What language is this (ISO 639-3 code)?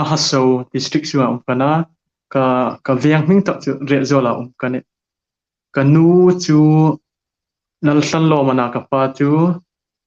hmr